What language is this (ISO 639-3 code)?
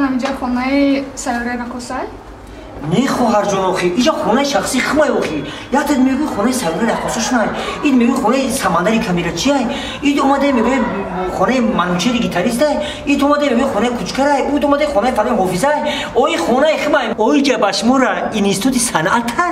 tgk